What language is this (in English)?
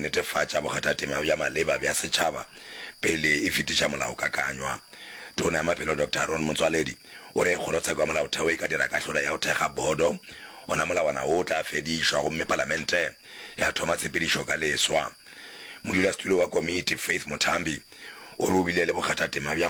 Northern Sotho